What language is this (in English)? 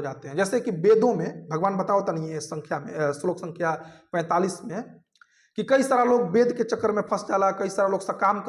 Bhojpuri